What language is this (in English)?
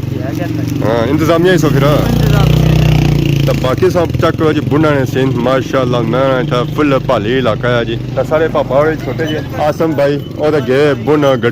Pahari-Potwari